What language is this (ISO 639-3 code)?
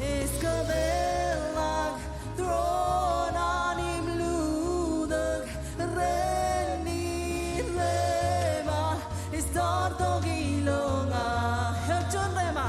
mah